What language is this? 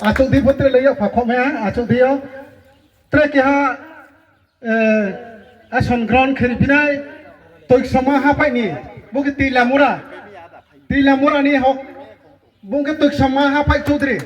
Riang (India)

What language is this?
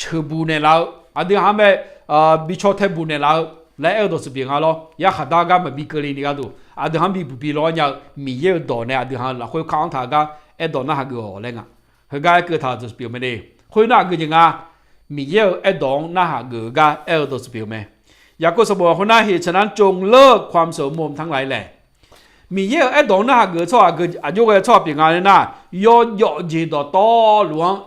Akha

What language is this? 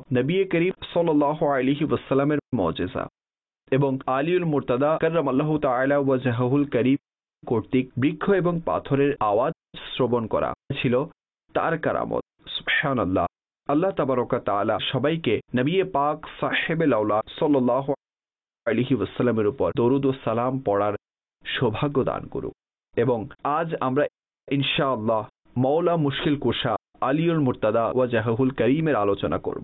Bangla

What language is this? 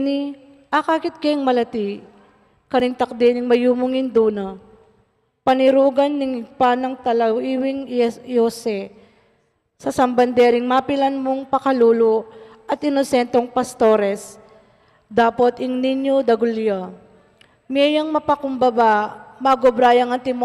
Pampanga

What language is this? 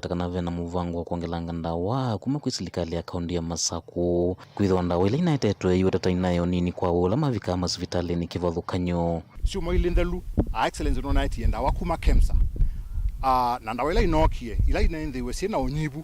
Kamba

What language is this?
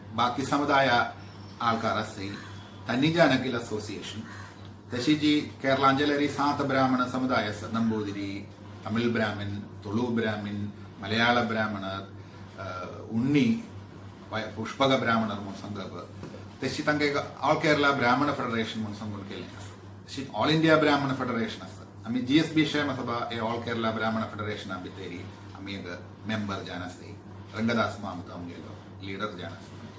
Konkani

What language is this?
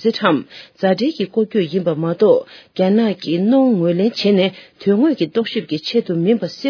Tibetan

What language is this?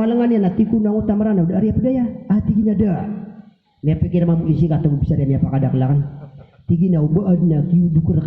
Maranao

